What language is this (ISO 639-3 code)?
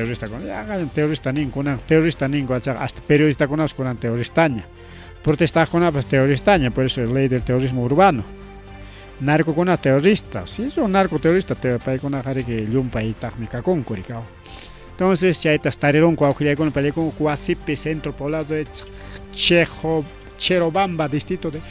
quy